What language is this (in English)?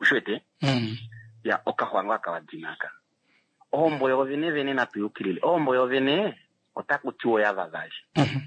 Kuanyama